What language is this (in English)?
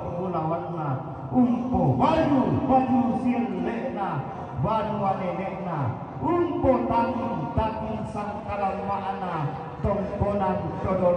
Toraja-Sa'dan